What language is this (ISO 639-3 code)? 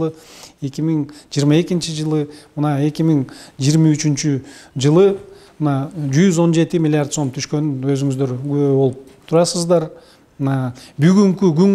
kir